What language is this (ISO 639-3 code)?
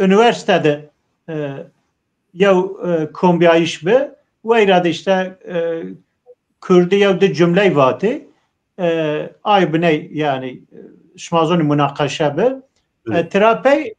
zza